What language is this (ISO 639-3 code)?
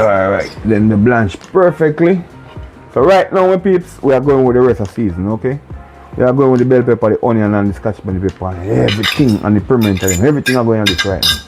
jam